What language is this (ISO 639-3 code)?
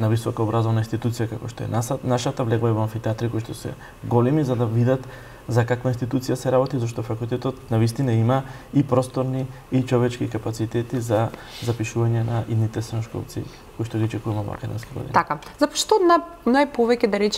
mkd